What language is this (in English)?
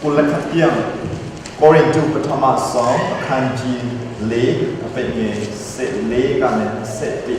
Hakha Chin